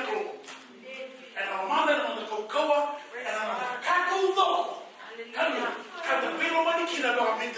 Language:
Fijian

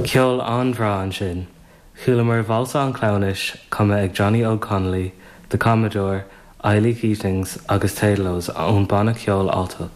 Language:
Irish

